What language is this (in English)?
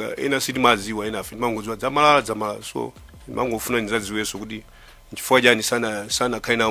Nyanja